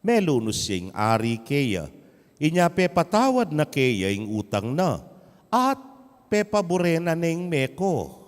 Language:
Pampanga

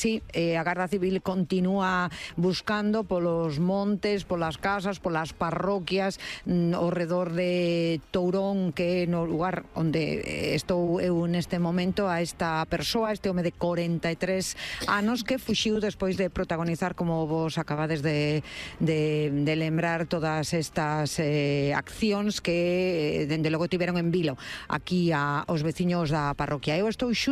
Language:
Galician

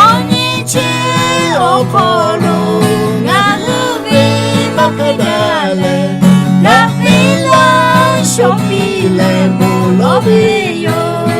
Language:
Lahu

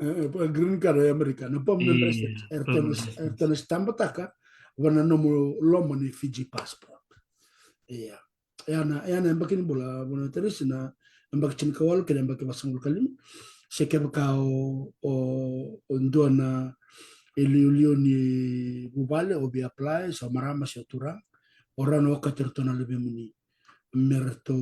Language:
Fijian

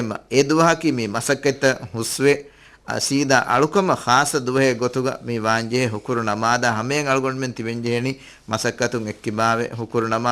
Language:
Divehi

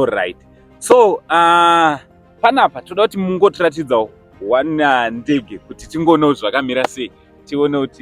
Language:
Shona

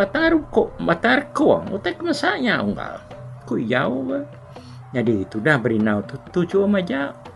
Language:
Iban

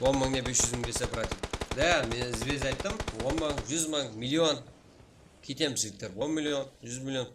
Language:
Kara-Kalpak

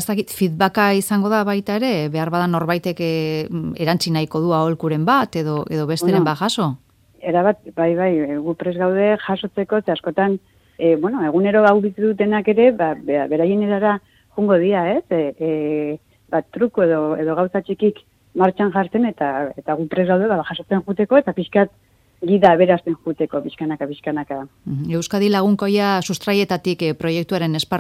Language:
Basque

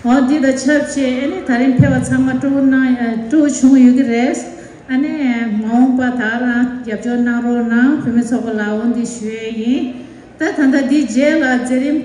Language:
Tibetan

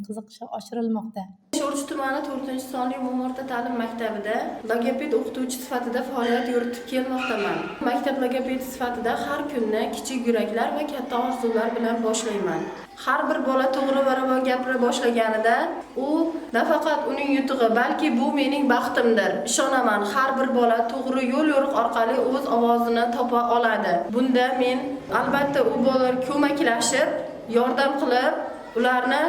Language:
Uzbek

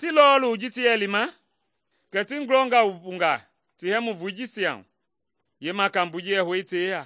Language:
Mende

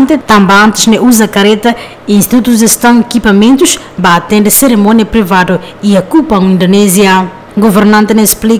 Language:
Tetum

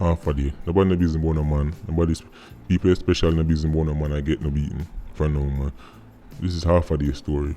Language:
Jamaican Creole English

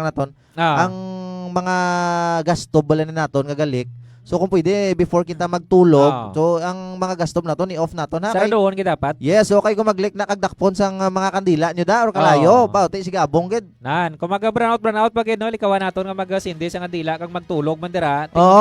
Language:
Hiligaynon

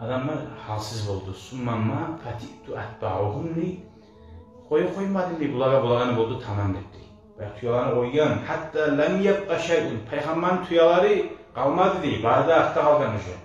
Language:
Kumyk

